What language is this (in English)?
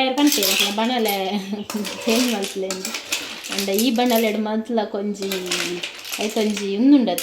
Tulu